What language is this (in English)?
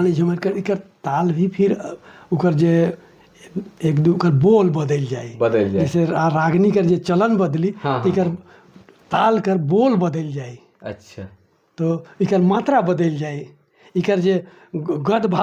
Sadri